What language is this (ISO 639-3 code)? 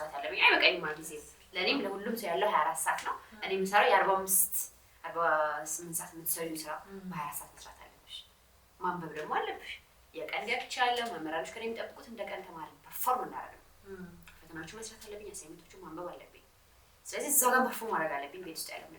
amh